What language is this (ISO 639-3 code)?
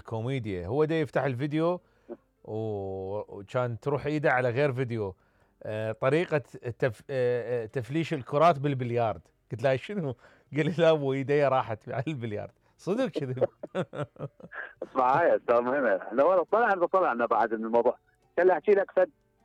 acm